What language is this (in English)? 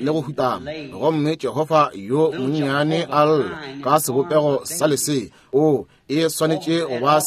Northern Sotho